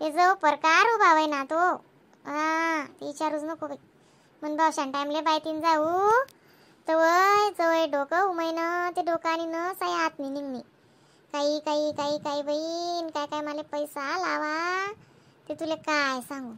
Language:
Khandesi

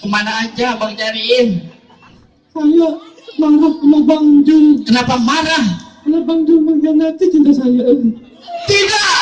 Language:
Betawi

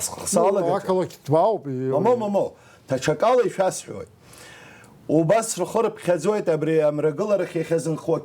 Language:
Abkhazian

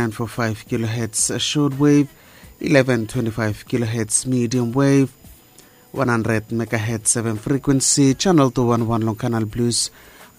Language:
Bislama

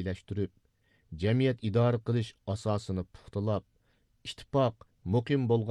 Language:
Uyghur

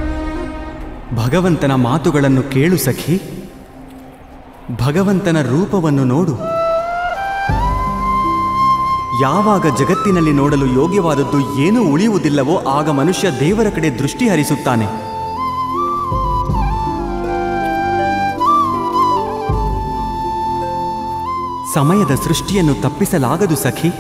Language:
Kannada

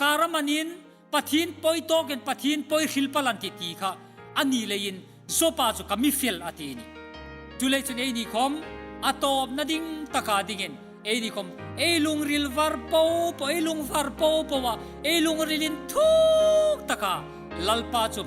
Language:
Hmar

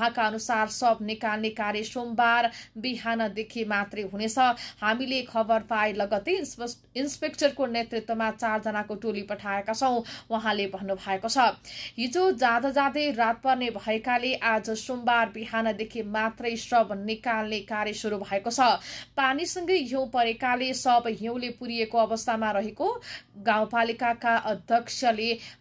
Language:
Nepali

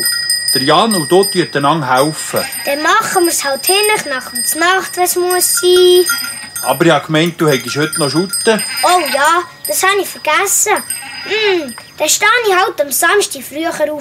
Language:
Swiss German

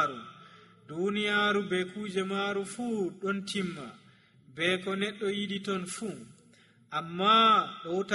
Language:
Nigerian Fulfulde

